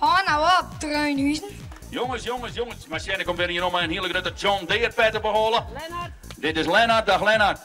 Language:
Western Frisian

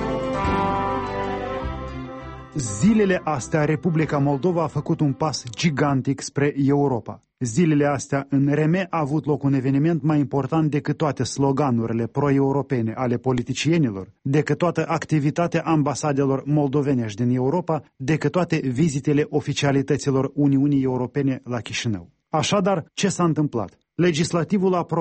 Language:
Romanian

